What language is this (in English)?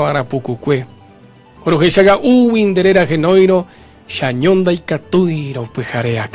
Guarani